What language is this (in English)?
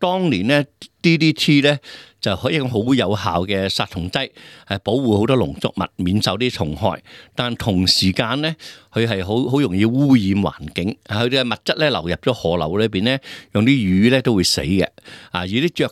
Cantonese